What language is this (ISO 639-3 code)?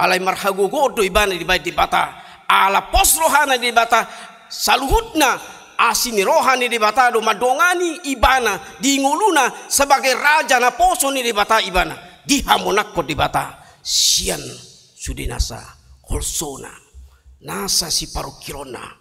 bbc